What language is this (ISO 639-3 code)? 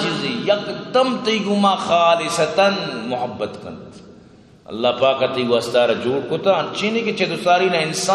bgp